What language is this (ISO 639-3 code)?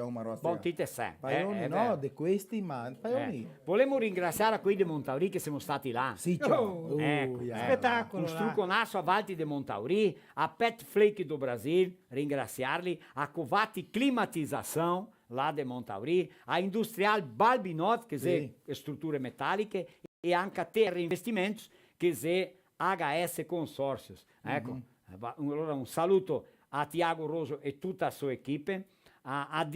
vec